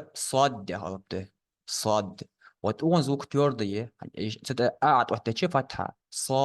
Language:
Ingush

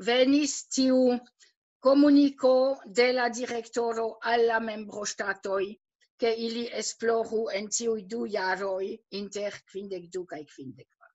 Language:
Esperanto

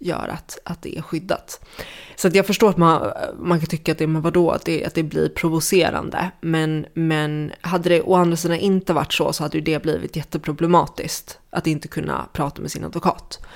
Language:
Swedish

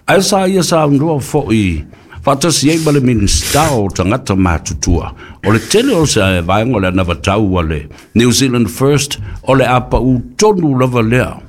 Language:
Samoan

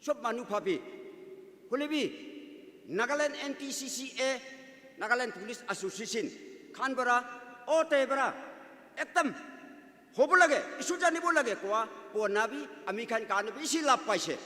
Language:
Naga Pidgin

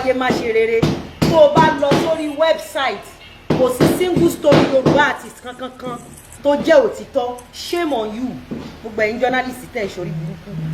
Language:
Yoruba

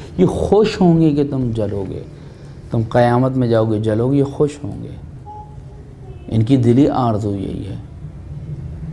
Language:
Urdu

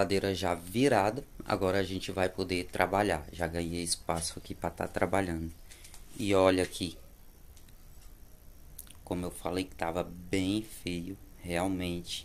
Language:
Portuguese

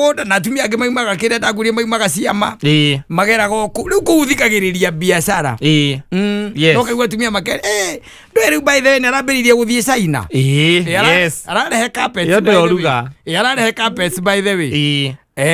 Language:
Kikuyu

